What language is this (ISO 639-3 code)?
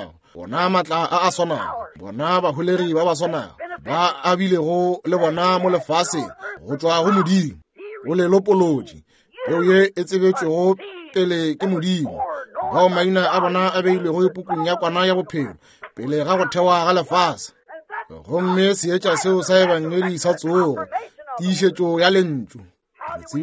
nso